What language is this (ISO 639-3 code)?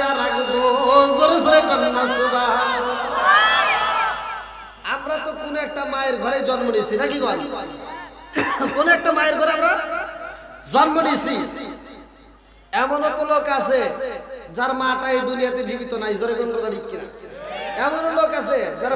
ben